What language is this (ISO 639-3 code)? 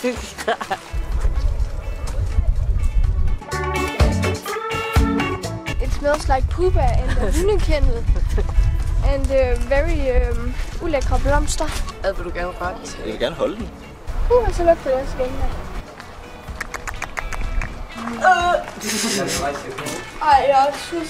dan